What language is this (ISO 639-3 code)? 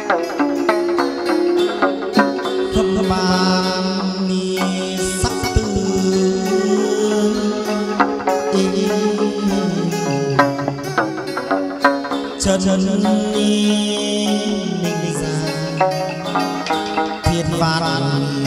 vie